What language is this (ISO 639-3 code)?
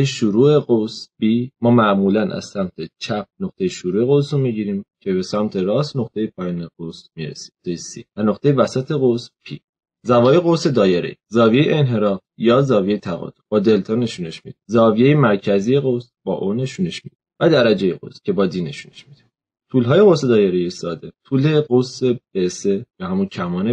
fas